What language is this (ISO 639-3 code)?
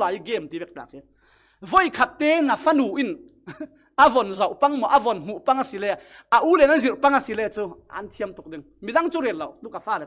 cfm